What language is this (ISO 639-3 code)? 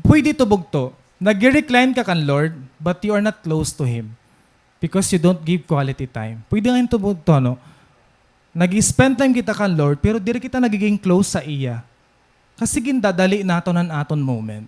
war